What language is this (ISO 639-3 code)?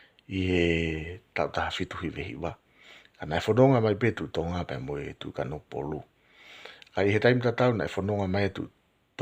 ton